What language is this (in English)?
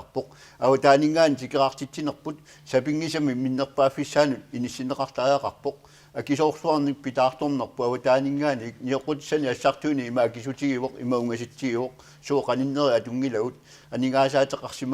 Kalaallisut